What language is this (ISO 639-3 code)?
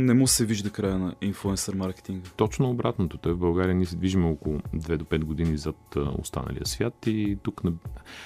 bul